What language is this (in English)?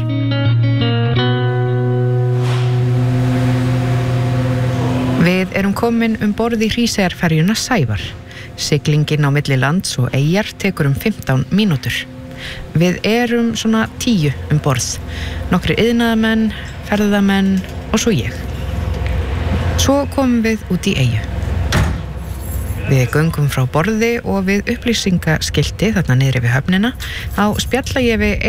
Icelandic